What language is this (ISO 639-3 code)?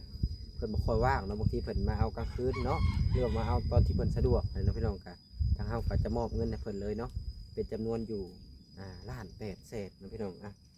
lao